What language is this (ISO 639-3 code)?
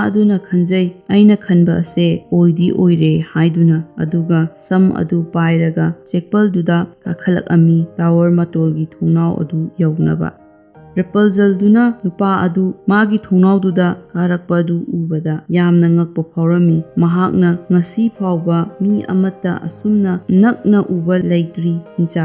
mni